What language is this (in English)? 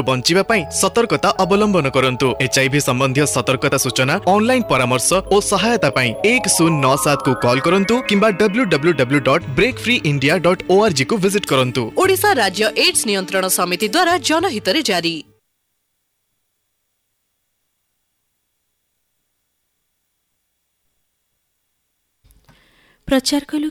Odia